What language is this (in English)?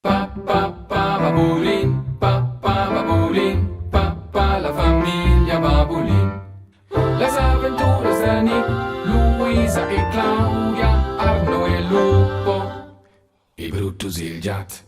Romansh